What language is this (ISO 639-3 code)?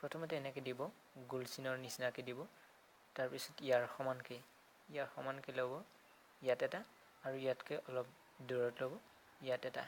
asm